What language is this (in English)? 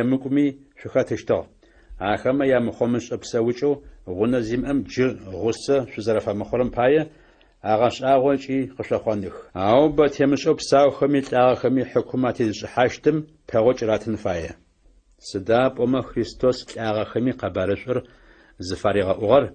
Adyghe